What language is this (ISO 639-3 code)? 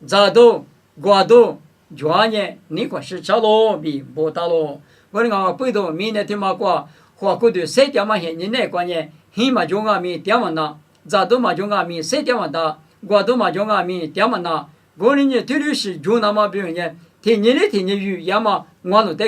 lis